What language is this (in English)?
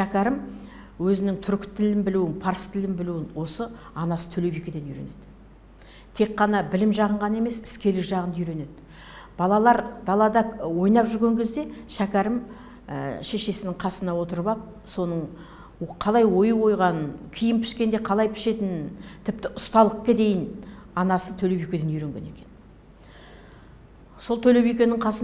Kazakh